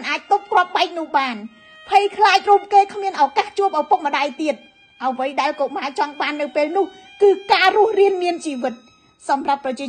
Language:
Khmer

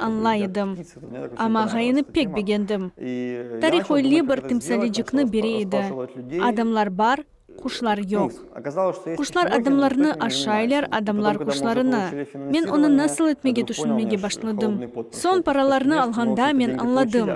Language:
Crimean Tatar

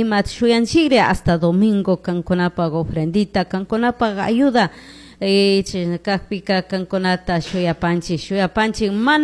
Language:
Chimborazo Highland Quichua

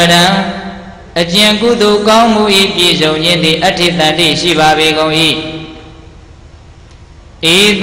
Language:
Burmese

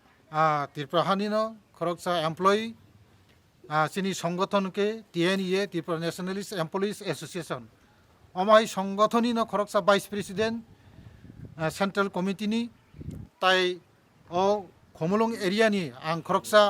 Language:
Kok Borok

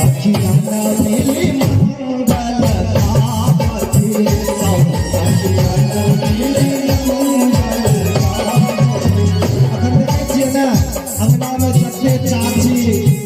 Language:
Maithili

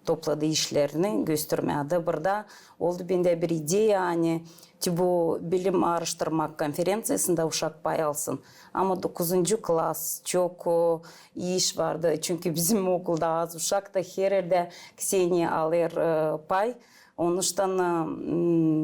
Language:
Gagauz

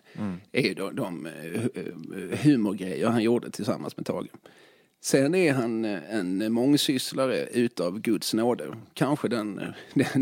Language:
Swedish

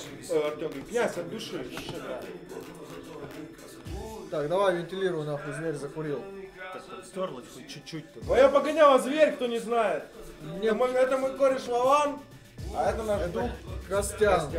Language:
Russian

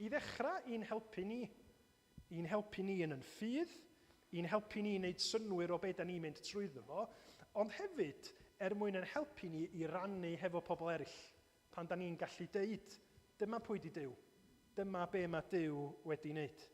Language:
Welsh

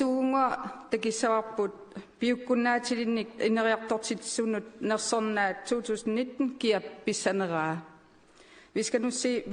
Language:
Kalaallisut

